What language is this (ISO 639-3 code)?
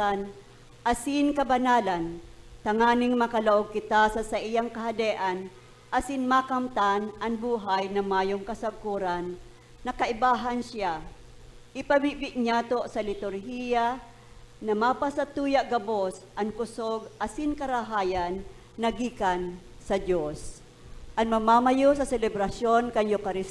bik